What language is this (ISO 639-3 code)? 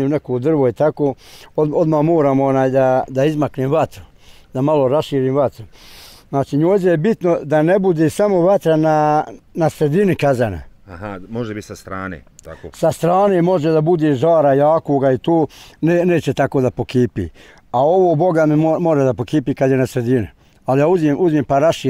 bos